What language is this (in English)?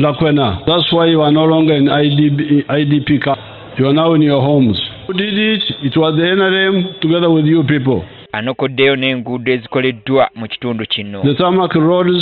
Ganda